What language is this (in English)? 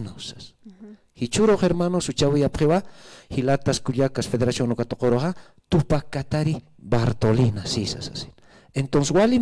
Aymara